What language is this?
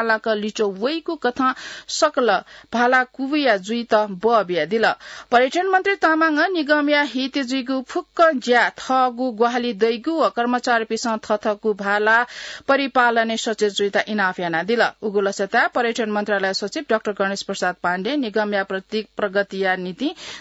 Newari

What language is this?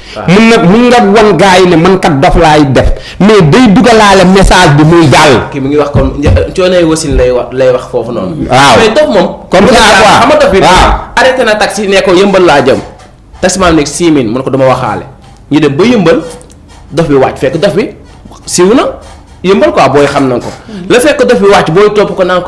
Wolof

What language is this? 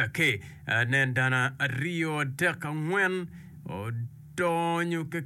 Acoli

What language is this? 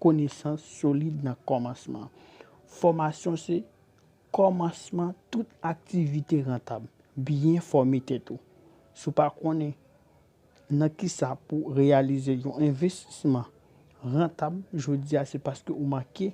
Haitian Creole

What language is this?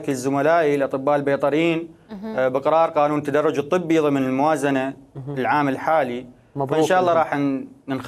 Mesopotamian Arabic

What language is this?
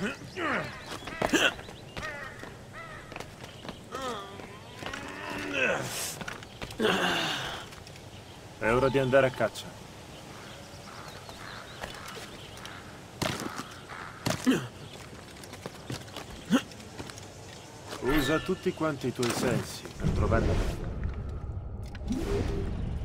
Italian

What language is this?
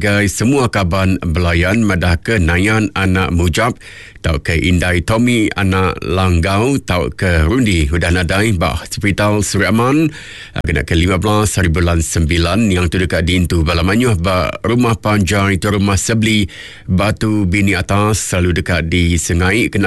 Iban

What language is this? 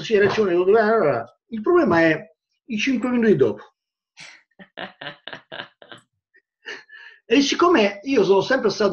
Italian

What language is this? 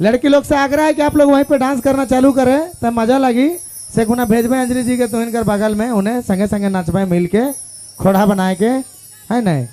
Sadri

